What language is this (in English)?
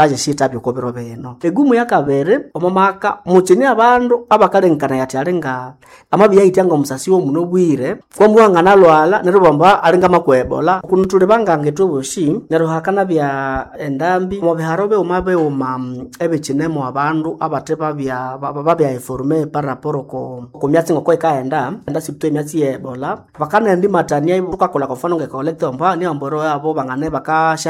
Nande